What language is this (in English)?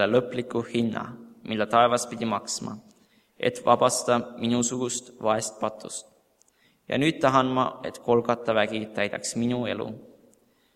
Estonian